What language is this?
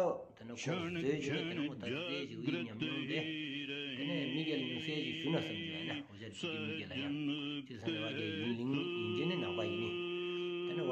Stod Bhoti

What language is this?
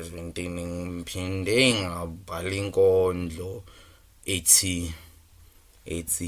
Zulu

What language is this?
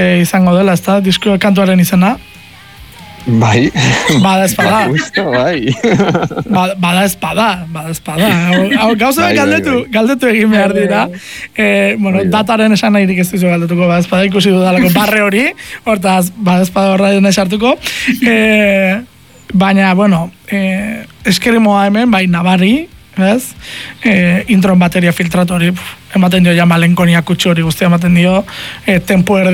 Basque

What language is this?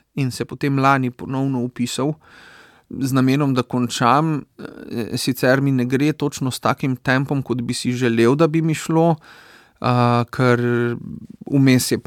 Slovenian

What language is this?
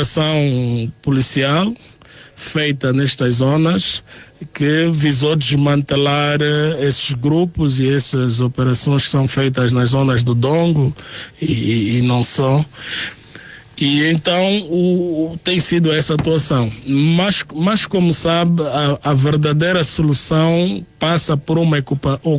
Portuguese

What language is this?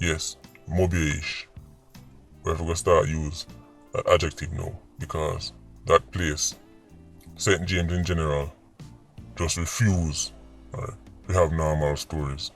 Jamaican Creole English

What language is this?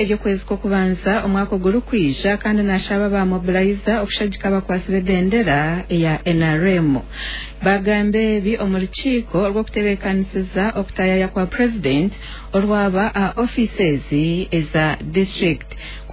Nyoro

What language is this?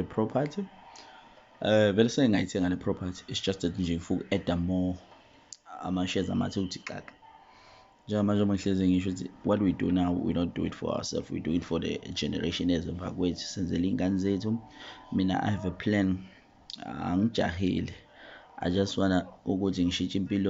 Zulu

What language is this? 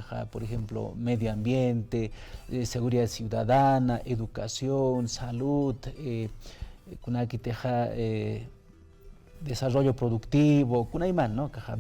Aymara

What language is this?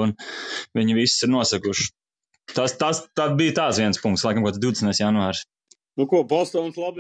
Latvian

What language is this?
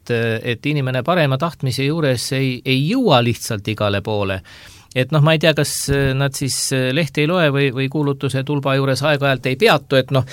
Estonian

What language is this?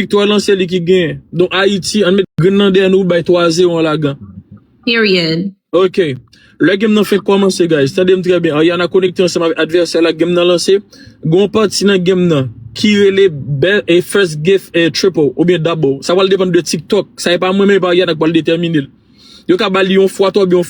Haitian Creole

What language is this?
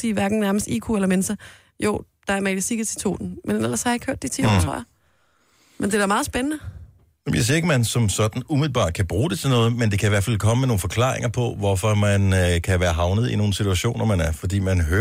Danish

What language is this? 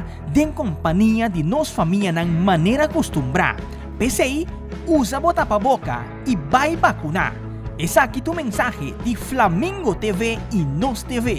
Papiamento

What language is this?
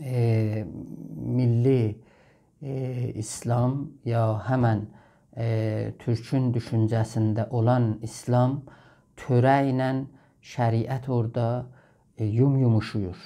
South Azerbaijani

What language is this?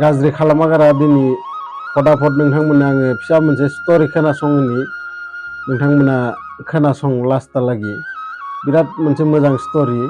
Bodo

